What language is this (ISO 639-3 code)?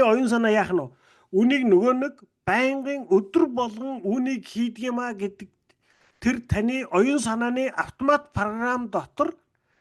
mon